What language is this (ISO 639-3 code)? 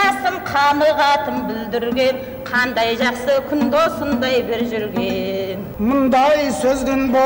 kaz